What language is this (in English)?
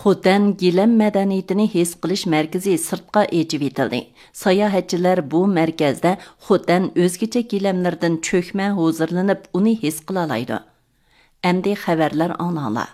Uyghur